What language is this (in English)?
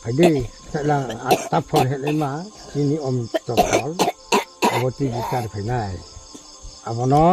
Riang (India)